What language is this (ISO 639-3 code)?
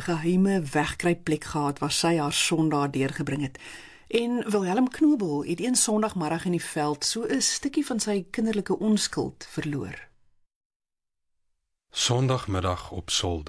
afr